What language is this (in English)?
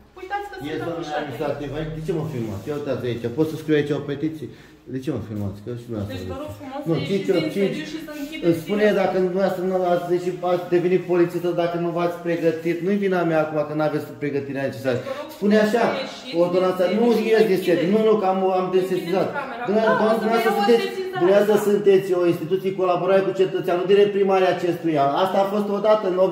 Romanian